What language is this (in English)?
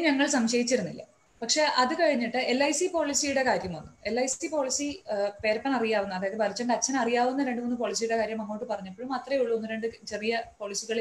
Malayalam